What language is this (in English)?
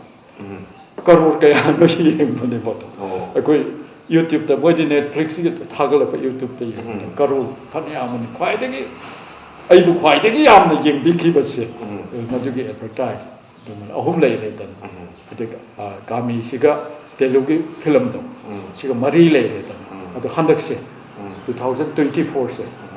Manipuri